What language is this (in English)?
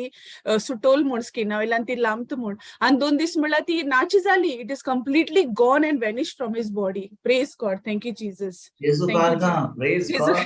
Konkani